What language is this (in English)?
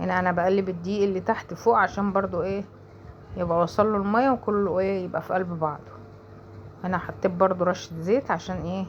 Egyptian Arabic